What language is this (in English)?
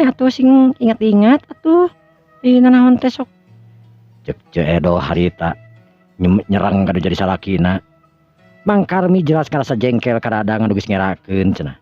Sundanese